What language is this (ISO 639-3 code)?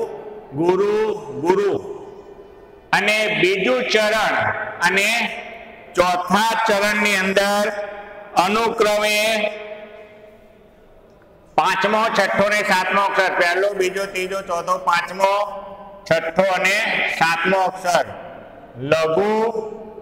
guj